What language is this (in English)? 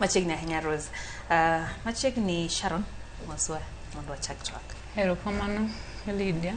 Luo (Kenya and Tanzania)